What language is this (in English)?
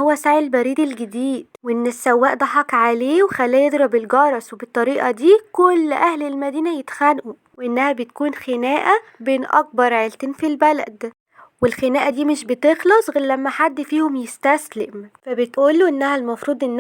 Egyptian Arabic